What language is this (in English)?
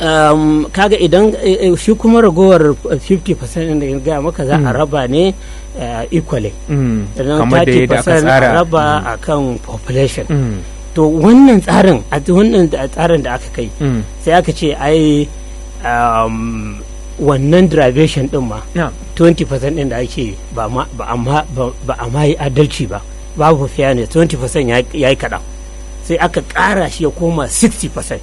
Hausa